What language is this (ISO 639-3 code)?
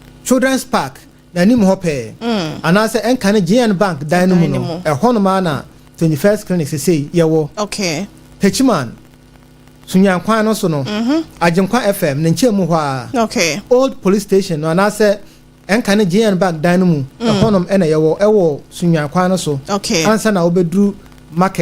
aka